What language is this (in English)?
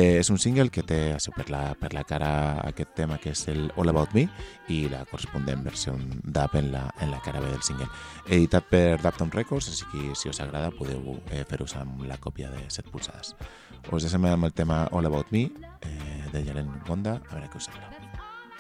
Catalan